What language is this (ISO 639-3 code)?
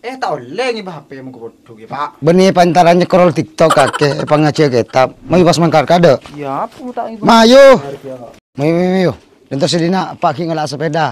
mad